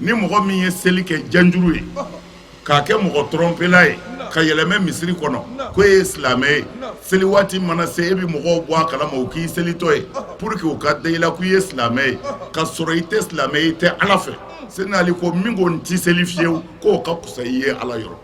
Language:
Bambara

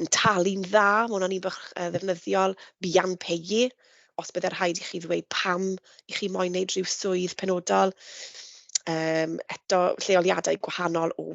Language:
Welsh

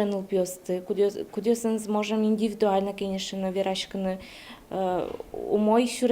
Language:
Udmurt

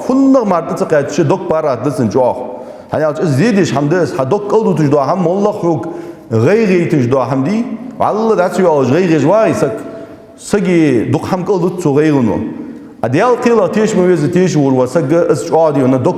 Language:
Ingush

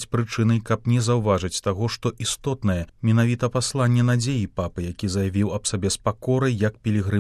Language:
Belarusian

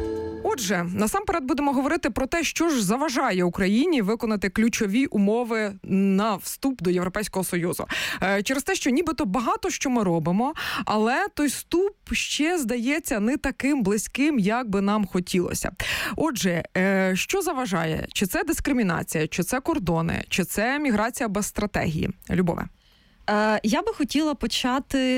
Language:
Ukrainian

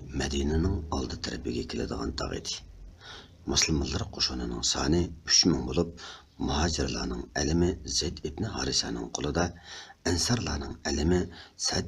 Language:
Uyghur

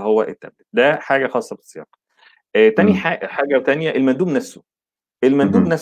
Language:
Egyptian Arabic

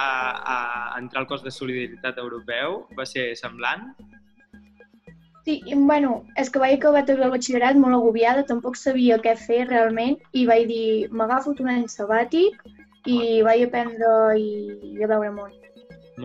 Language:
Catalan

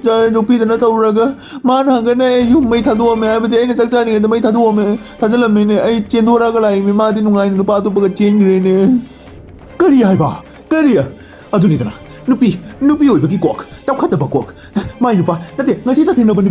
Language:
Manipuri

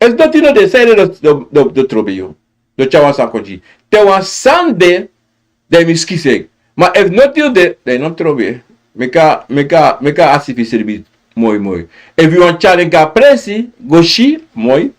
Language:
Sranan Tongo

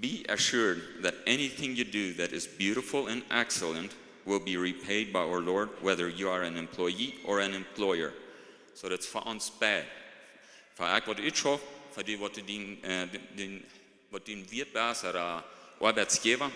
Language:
Plautdietsch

